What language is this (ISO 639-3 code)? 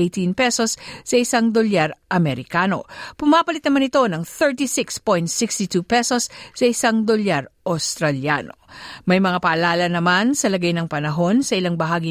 fil